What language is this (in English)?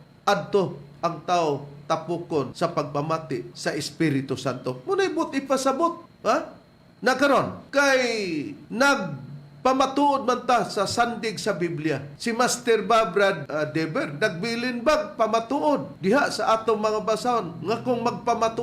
Cebuano